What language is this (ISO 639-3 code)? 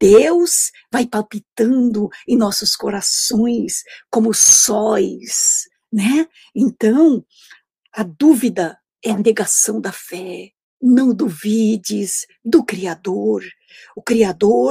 por